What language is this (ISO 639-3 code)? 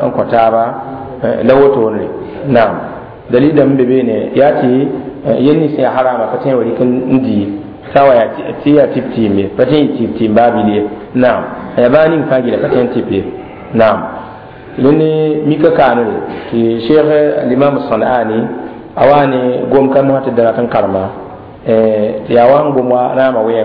mos